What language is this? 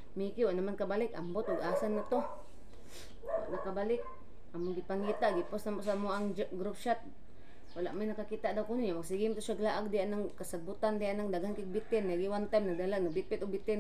Cebuano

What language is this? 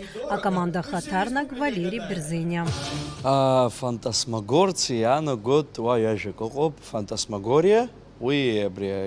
Abkhazian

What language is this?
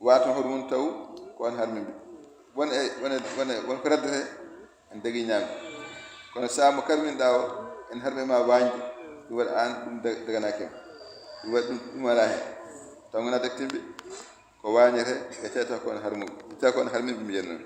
Fula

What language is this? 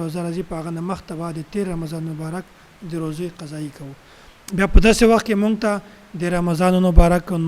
Pashto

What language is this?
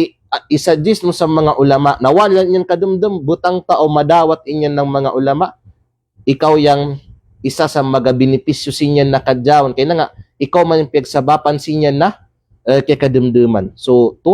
Kalagan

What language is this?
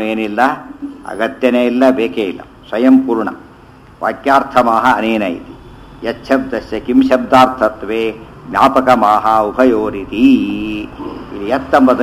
Kannada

